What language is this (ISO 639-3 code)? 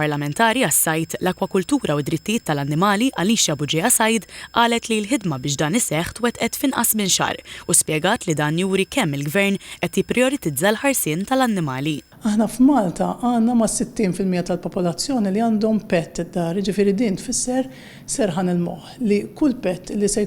mlt